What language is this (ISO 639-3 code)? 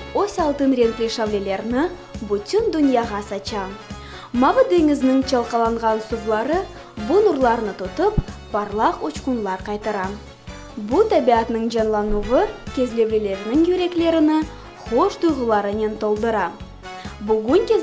crh